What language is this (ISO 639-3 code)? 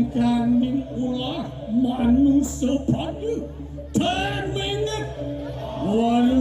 ban